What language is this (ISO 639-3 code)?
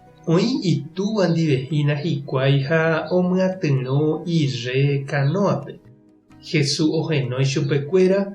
grn